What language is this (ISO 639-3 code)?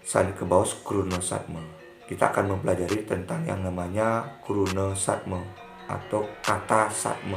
ban